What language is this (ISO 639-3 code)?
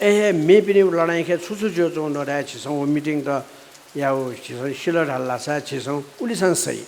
new